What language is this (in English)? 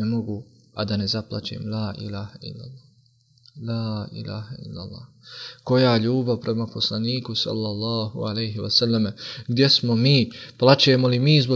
Bosnian